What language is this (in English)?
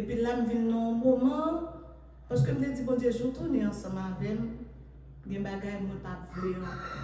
Haitian Creole